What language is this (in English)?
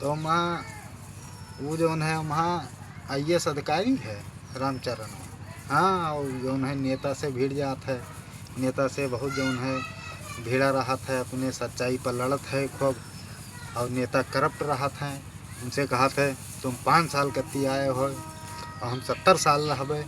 Awadhi